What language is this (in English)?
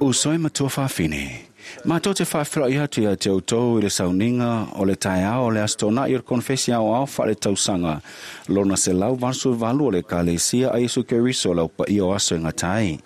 Samoan